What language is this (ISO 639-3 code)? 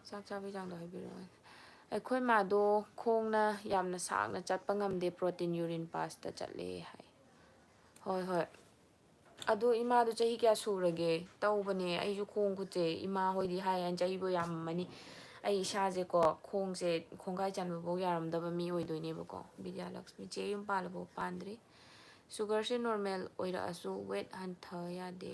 mni